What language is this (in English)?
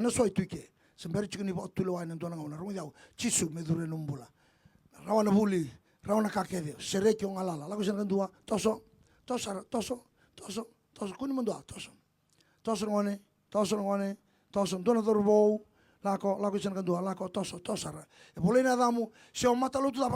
Fijian